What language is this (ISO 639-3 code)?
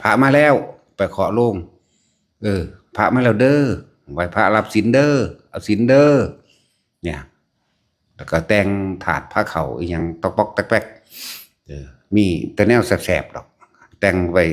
tts